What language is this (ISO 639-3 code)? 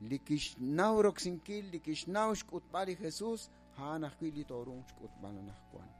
kek